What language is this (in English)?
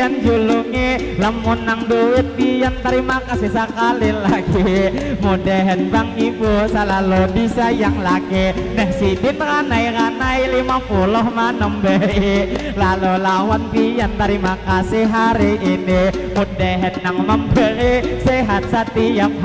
Banjar